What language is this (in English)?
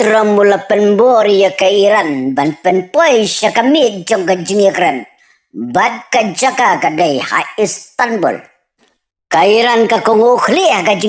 Khasi